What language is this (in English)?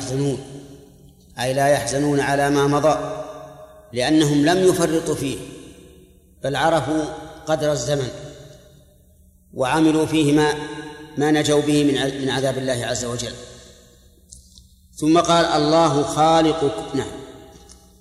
Arabic